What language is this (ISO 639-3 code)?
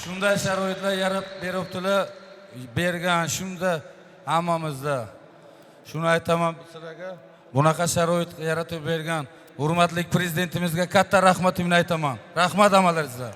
uzb